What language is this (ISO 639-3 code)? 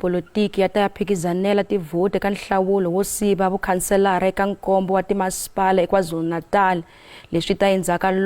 tso